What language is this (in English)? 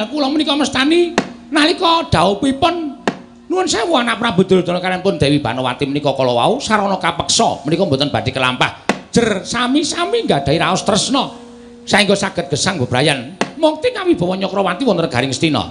Javanese